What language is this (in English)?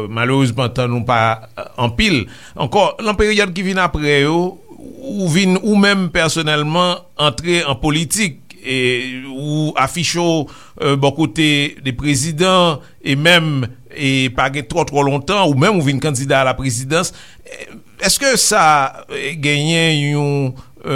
Haitian Creole